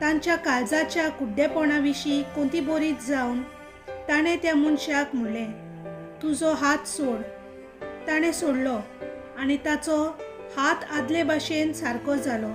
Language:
Konkani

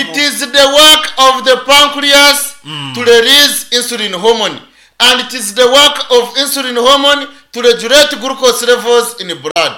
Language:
Nyankole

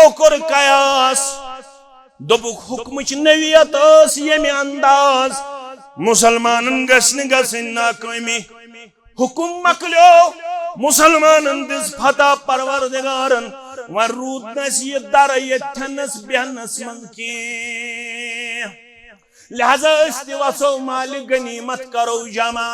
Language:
Kashmiri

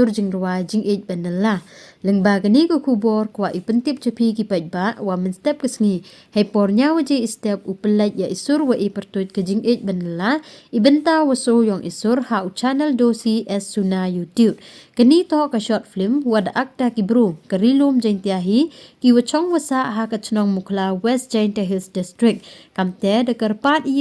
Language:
Pnar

